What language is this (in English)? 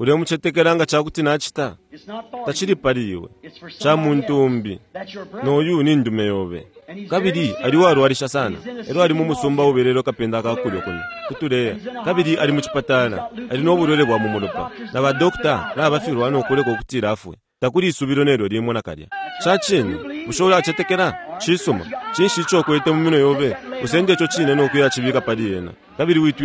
Bemba